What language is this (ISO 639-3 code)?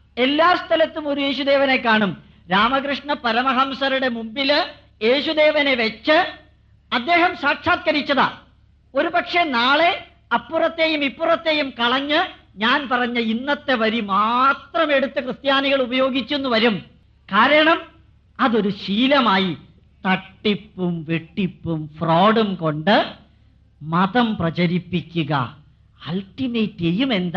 mal